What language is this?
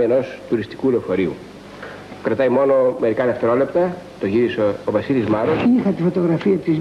Greek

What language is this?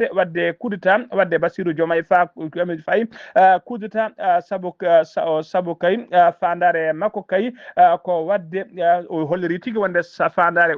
Fula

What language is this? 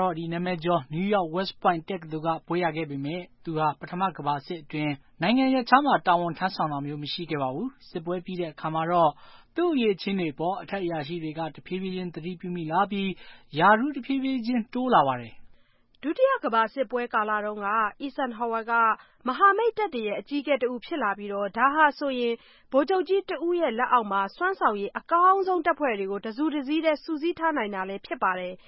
Burmese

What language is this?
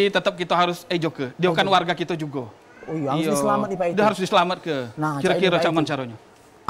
Musi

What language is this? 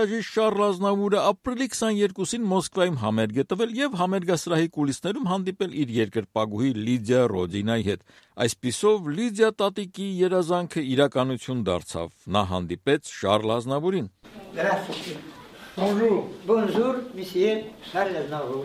Armenian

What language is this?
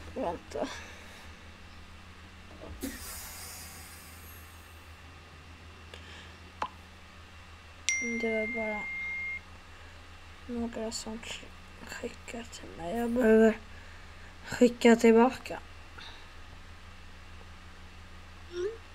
Swedish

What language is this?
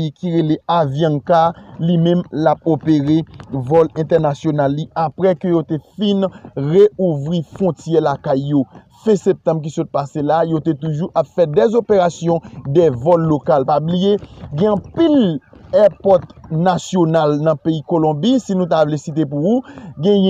Haitian Creole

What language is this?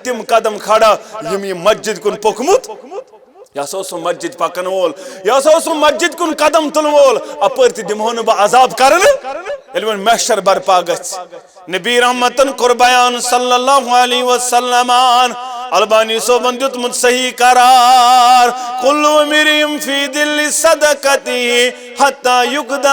Kashmiri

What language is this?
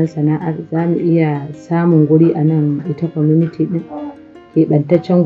Hausa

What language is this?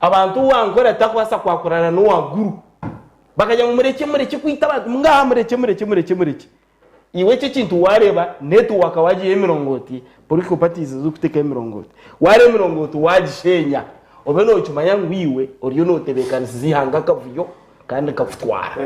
Nyankole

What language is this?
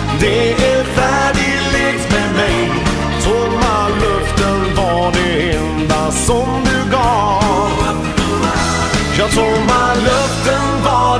Swedish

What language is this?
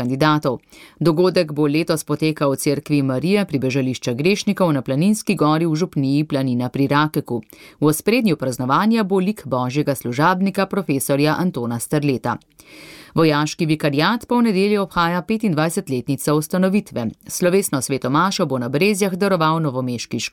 Slovenian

